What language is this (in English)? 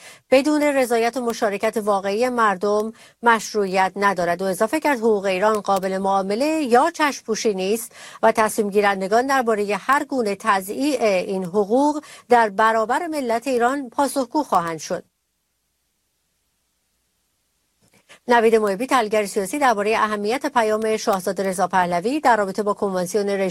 Persian